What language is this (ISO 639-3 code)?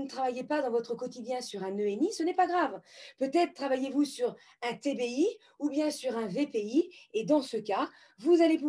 fra